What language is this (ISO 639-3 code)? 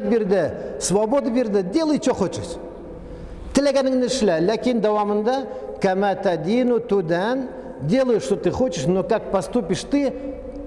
tat